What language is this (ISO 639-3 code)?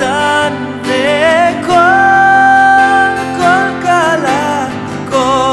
heb